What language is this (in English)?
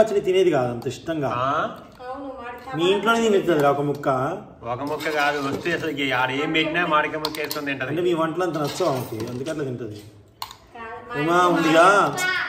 Telugu